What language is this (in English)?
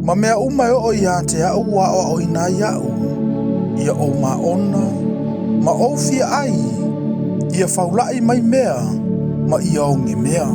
Samoan